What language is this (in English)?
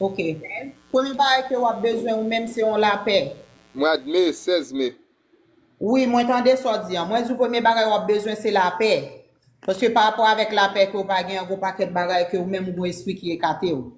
Haitian Creole